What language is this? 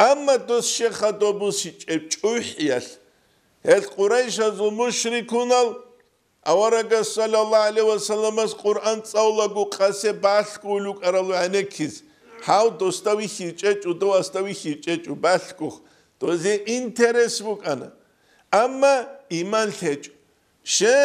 Avaric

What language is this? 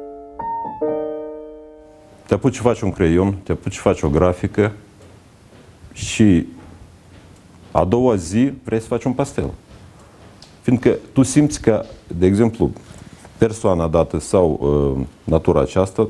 Romanian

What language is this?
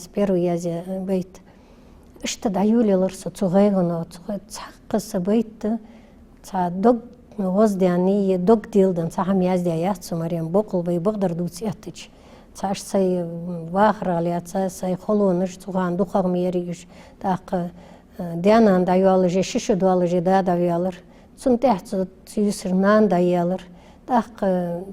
Ingush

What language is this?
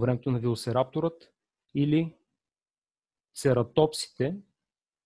Bulgarian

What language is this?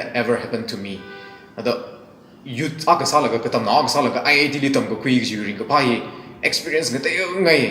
Tangkhul Naga (India)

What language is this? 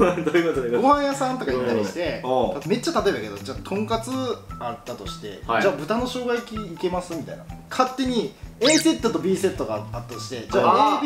Japanese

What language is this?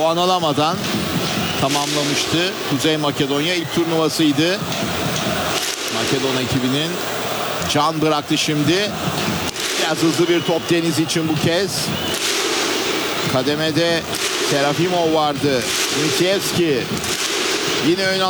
Turkish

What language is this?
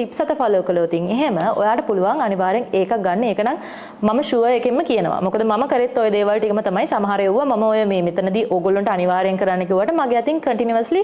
Sinhala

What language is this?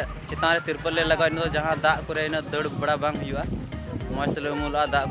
Santali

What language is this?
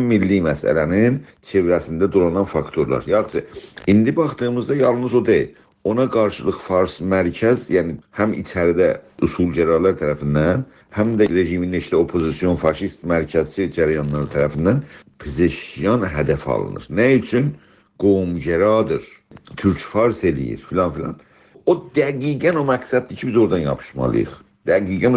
South Azerbaijani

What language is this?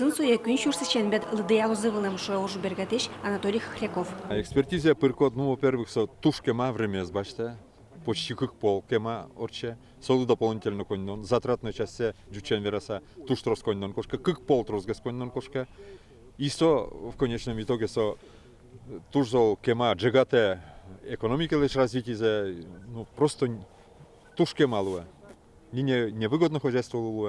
Udmurt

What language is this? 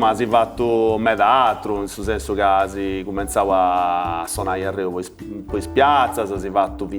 Sardinian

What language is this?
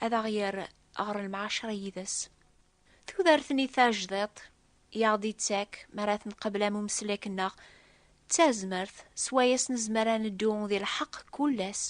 Kabyle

